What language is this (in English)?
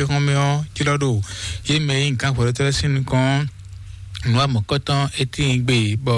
Fon